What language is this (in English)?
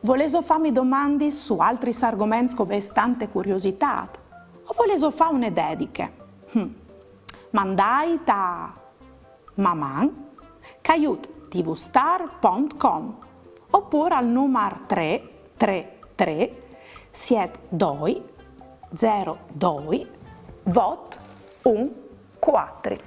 Friulian